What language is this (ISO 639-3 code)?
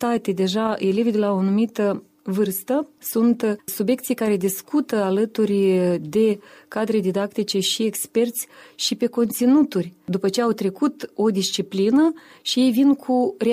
ron